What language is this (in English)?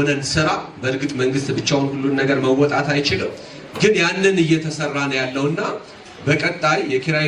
Amharic